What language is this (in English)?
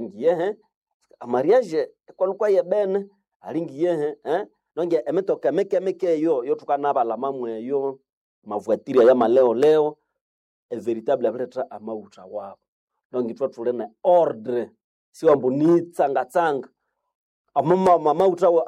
Nande